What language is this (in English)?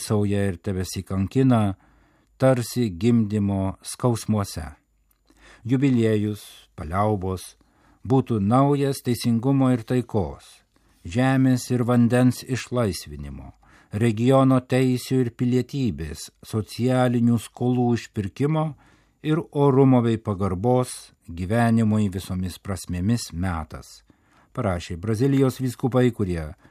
Lithuanian